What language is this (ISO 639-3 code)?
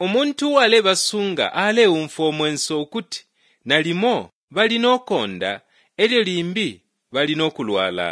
bem